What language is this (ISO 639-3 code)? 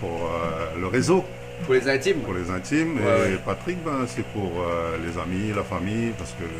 rcf